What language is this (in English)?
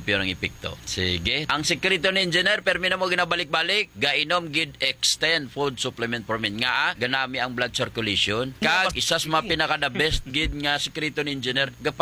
Hiligaynon